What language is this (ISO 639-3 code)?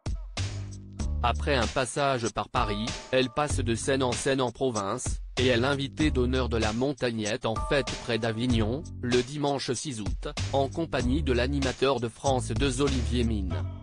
fra